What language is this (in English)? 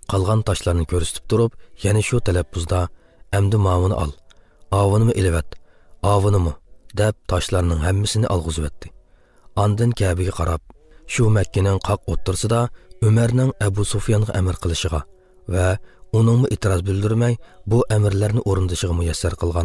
Uzbek